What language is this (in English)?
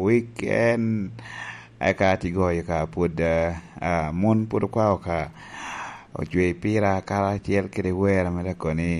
Lango (Uganda)